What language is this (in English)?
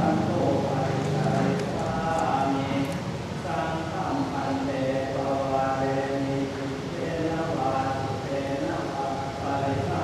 Pali